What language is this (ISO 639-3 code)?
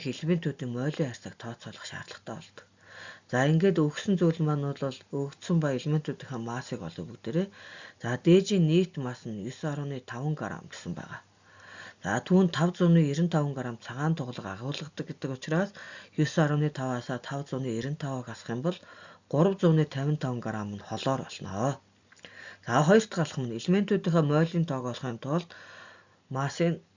mon